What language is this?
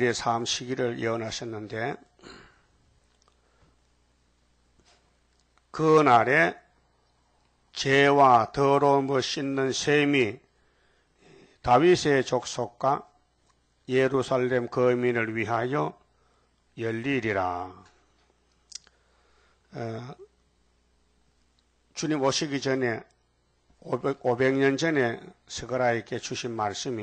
Korean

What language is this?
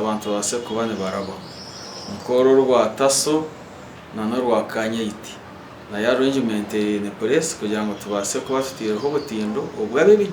Nyankole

